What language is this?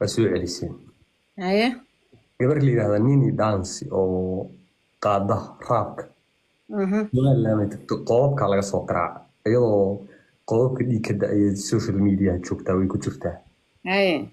Somali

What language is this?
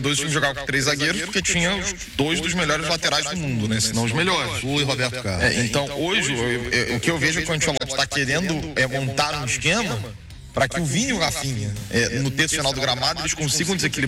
Portuguese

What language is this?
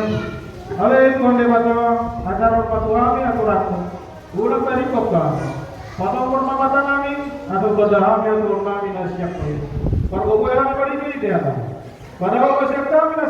Batak Toba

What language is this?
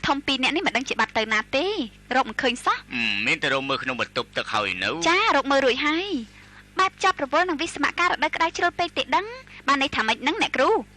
Khmer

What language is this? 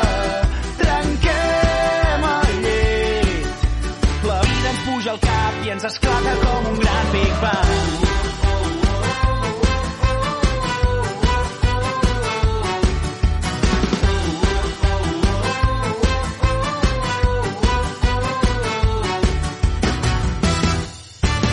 Catalan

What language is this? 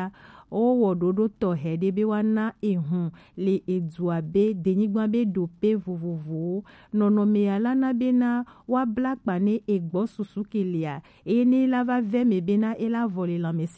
Gen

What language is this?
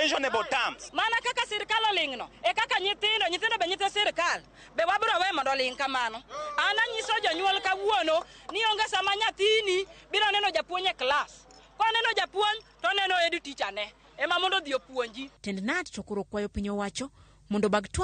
Luo (Kenya and Tanzania)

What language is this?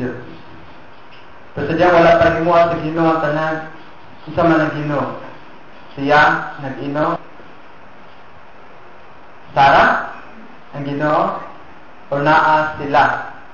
Cebuano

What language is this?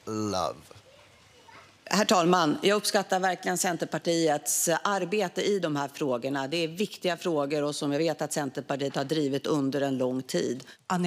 Swedish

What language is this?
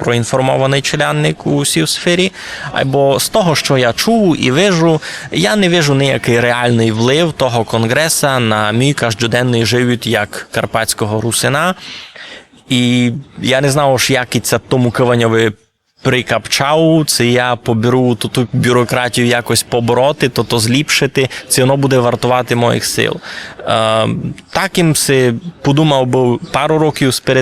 Rusyn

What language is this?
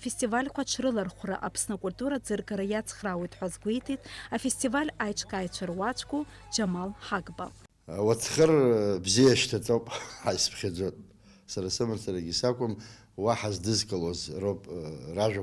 Abkhazian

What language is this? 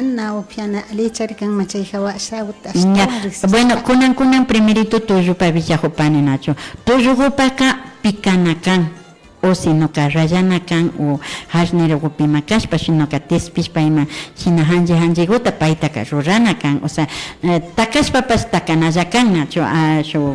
Imbabura Highland Quichua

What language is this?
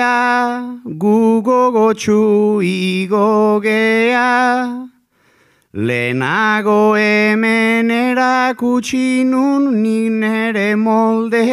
Basque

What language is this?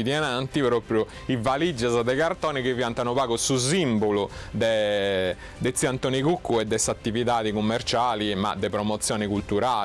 Sardinian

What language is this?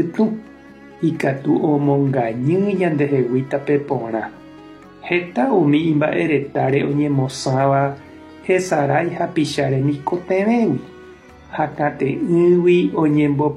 Guarani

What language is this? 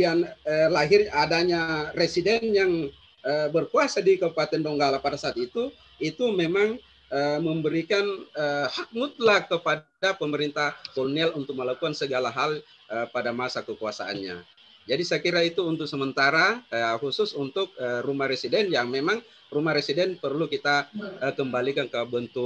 Indonesian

